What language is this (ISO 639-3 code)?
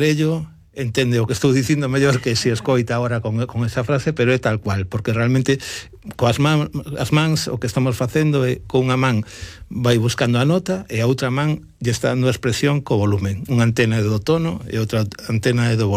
glg